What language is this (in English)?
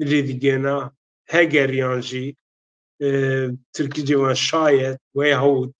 Zaza